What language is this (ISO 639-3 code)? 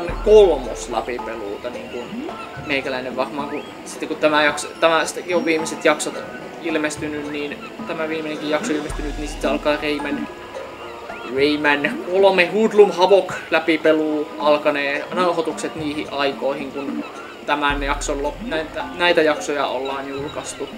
fin